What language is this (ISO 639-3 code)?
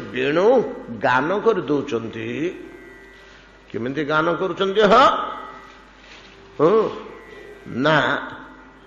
ori